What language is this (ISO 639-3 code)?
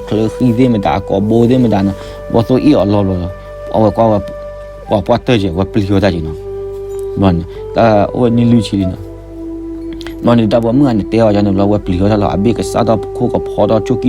ksw